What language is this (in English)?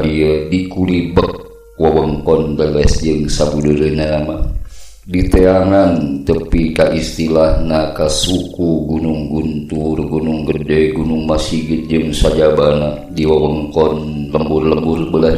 Sundanese